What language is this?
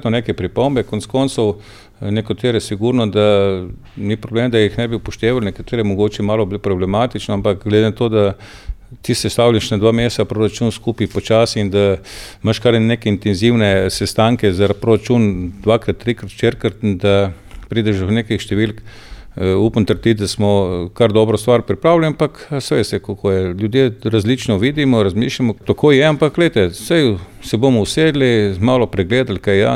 Slovenian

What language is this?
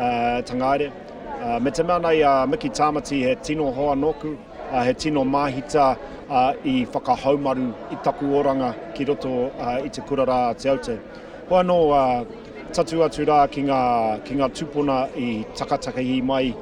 Māori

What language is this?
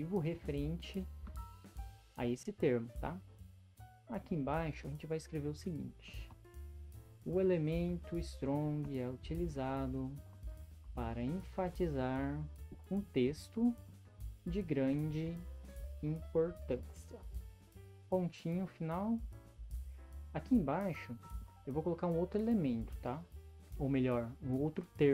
Portuguese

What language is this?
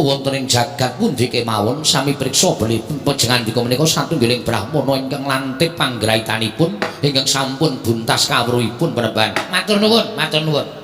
Javanese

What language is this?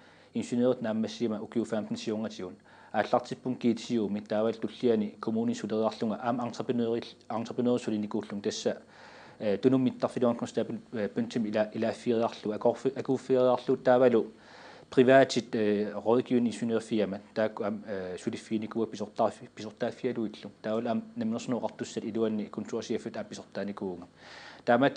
Kalaallisut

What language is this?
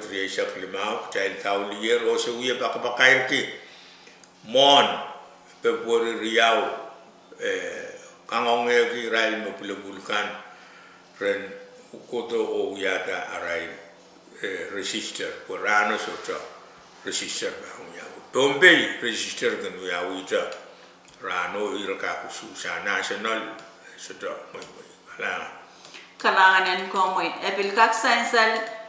Pohnpeian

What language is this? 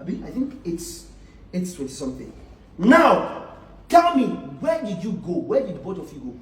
Nigerian Pidgin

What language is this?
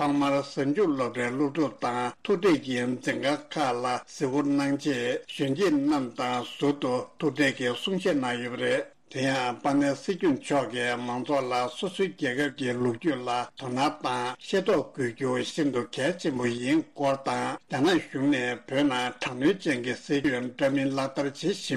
Tibetan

